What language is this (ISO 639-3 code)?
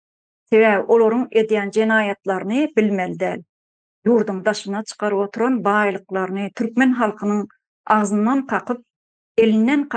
tuk